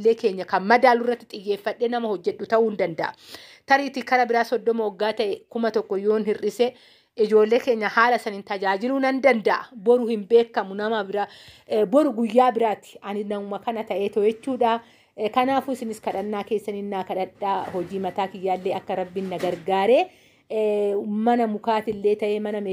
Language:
Oromo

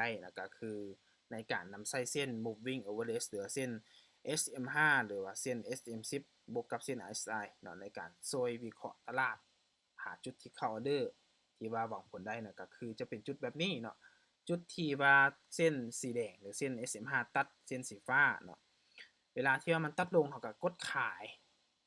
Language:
Lao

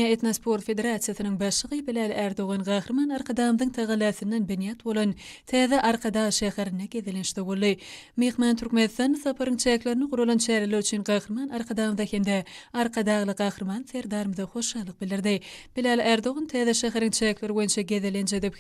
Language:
Turkmen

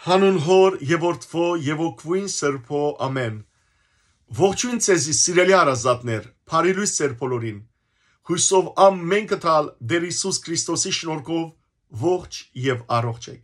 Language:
Western Armenian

